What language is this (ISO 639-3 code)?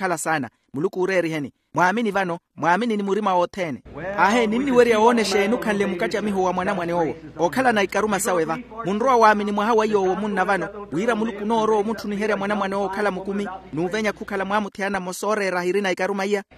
vmw